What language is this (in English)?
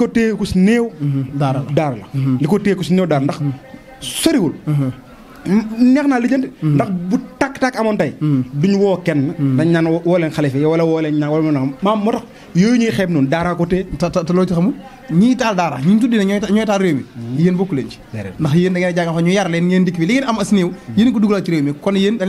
Wolof